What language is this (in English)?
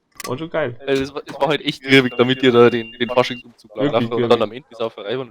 Bavarian